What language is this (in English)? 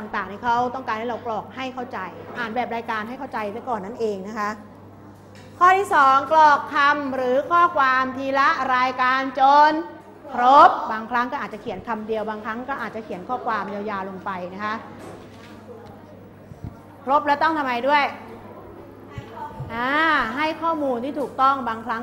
Thai